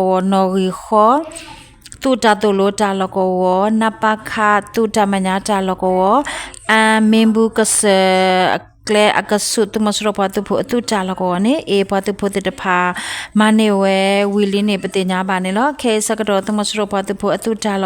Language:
S'gaw Karen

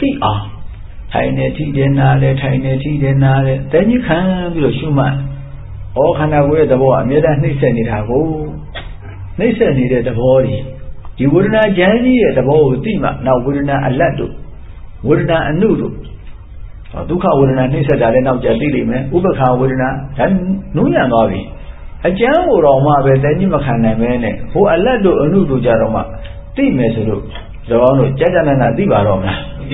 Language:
Burmese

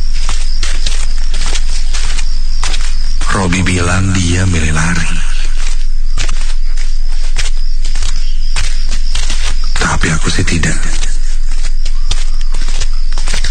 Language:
Indonesian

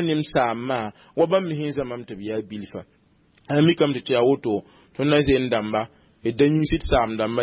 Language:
Mossi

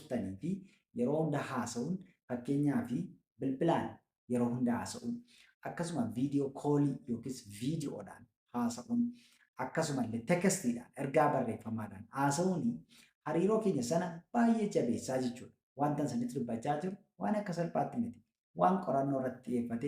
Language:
Oromo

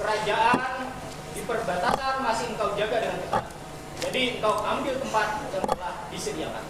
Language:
Banjar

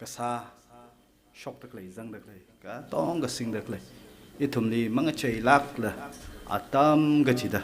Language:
Tangkhul Naga (India)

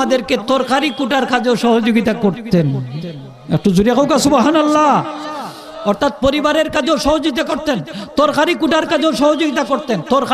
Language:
Sylheti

